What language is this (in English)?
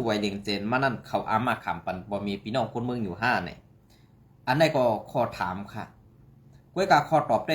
Shan